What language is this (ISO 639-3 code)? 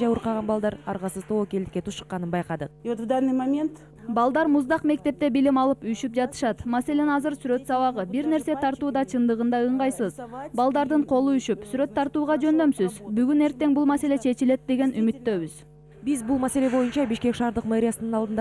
kir